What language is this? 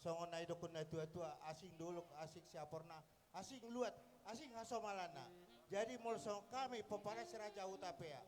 Batak Toba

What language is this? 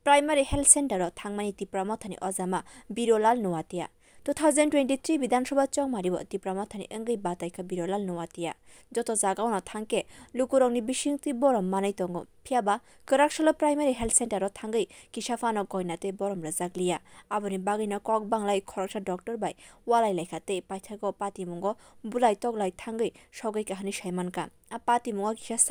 Kok Borok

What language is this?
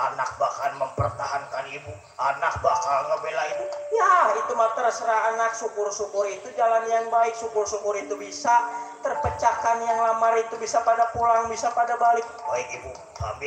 Betawi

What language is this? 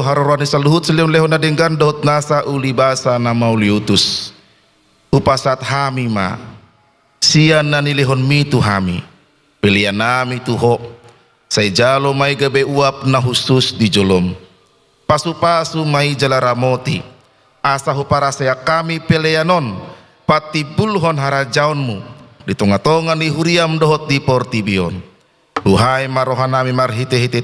Batak Toba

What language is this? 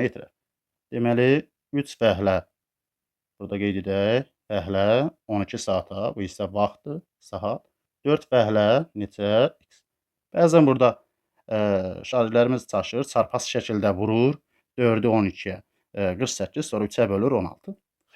Azerbaijani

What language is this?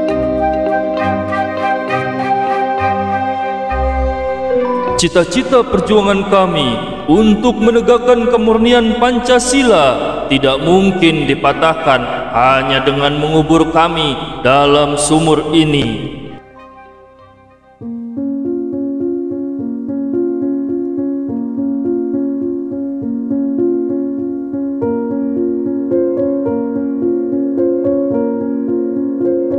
Indonesian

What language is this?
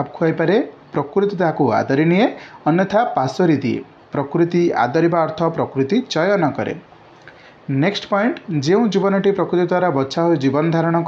Odia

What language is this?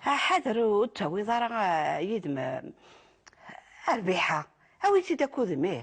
Kabyle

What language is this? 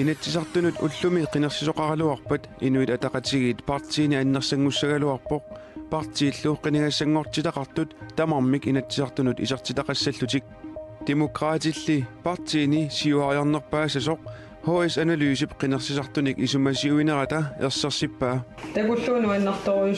Kalaallisut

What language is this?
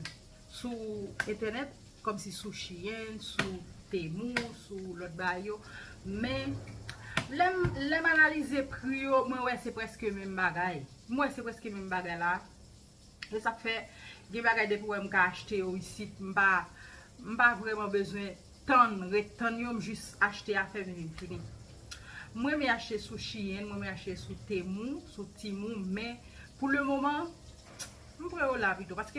Haitian Creole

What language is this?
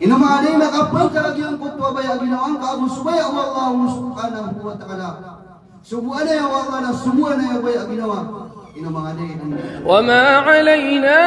Maranao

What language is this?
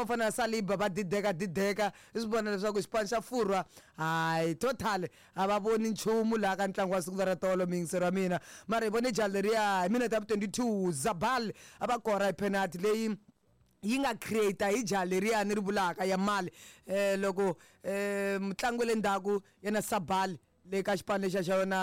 Tsonga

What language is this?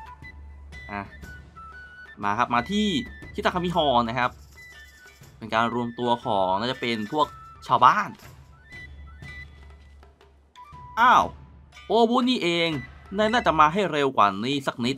Thai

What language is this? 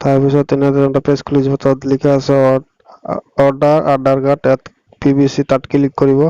Assamese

